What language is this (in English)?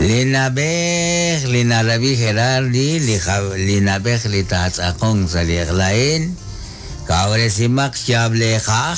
Kekchí